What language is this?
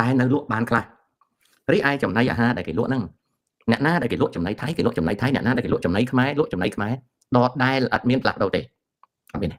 Khmer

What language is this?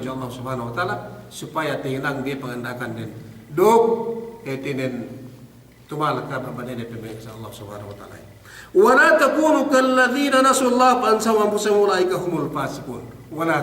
Yakan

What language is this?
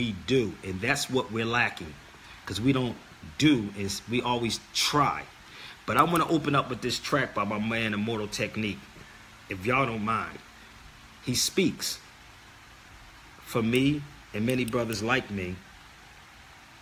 English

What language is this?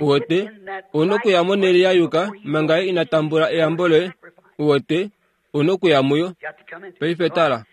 Kuanyama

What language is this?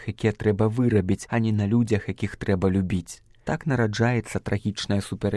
Belarusian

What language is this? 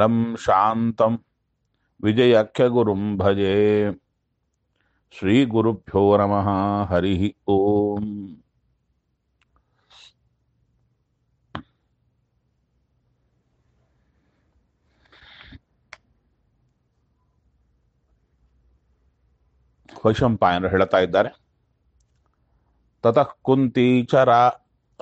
Kannada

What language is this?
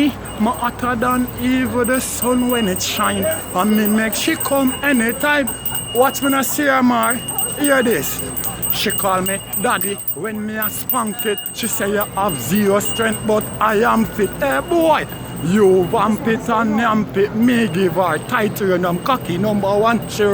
Jamaican Creole English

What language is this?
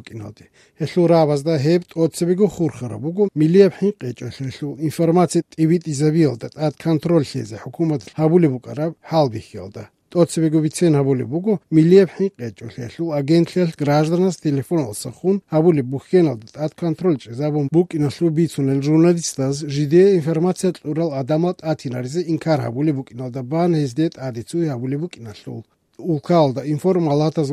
Avaric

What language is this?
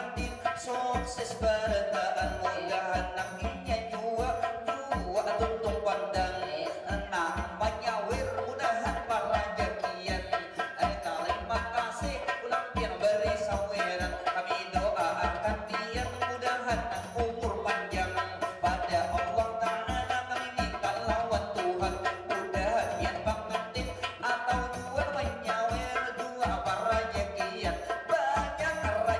Banjar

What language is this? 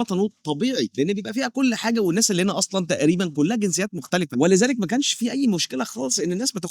Egyptian Arabic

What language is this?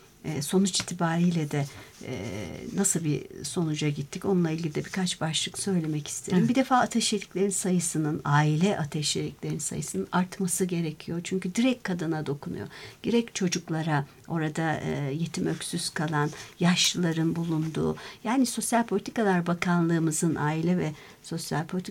Turkish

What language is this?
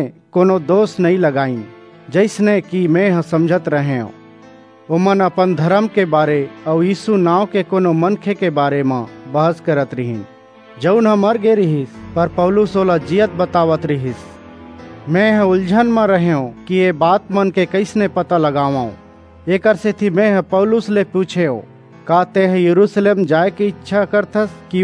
Chhattisgarhi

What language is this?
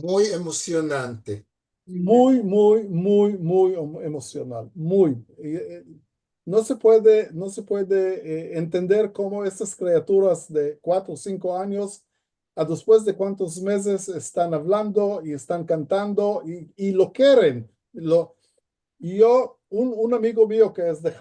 Ladino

